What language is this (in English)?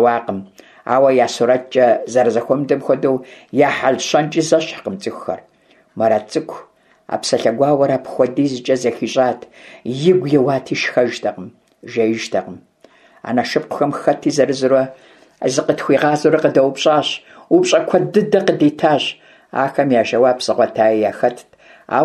Kabardian